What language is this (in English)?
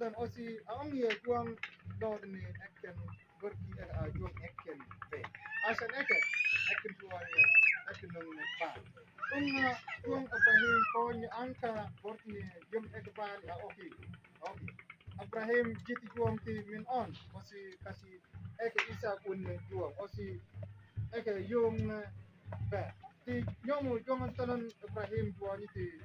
Mabaan